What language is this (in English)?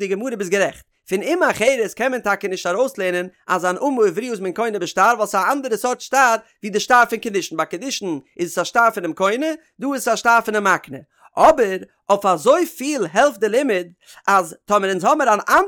Yiddish